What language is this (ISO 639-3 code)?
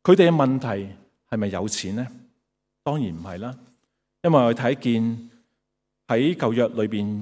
yue